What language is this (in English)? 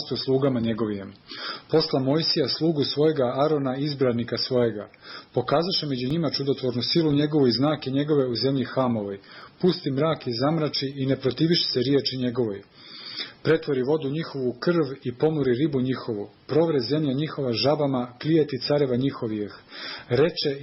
Serbian